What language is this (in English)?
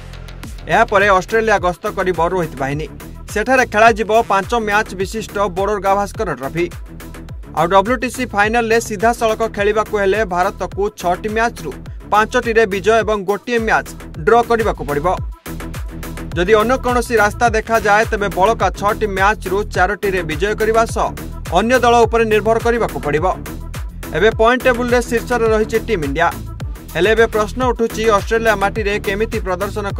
Odia